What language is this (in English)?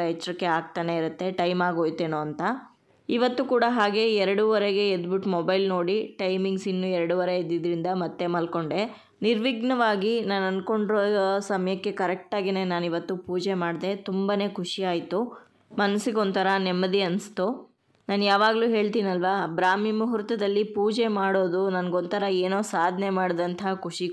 Kannada